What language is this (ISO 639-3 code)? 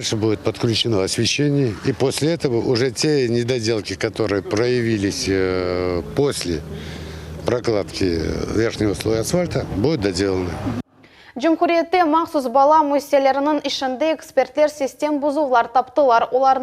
crh